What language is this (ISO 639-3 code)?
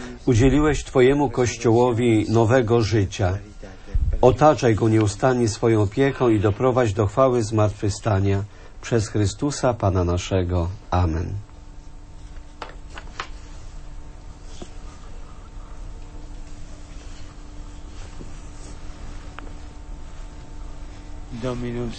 pol